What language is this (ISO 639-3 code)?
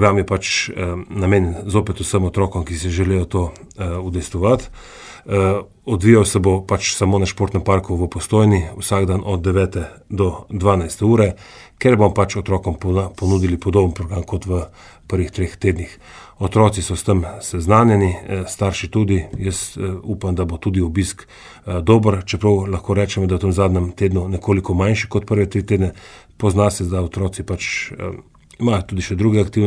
slv